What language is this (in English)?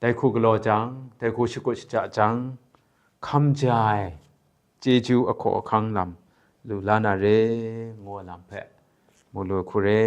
Kachin